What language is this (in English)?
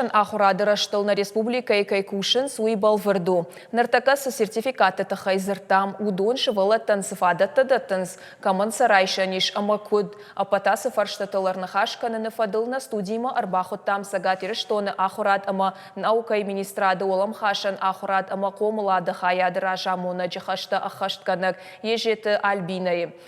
Ossetic